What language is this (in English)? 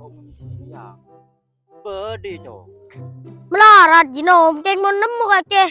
Madurese